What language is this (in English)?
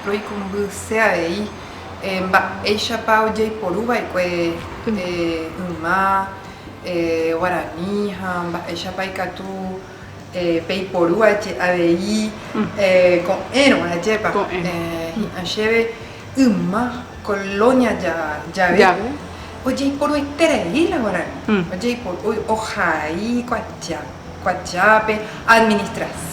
Guarani